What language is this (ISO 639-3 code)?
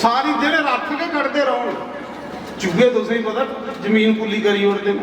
doi